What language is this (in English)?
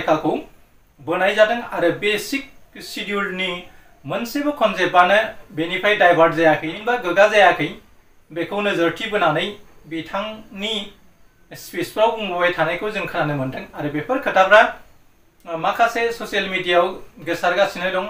Bodo